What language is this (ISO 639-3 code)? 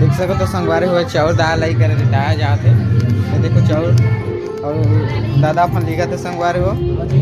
hne